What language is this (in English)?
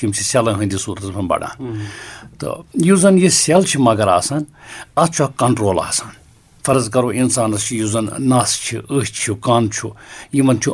Kashmiri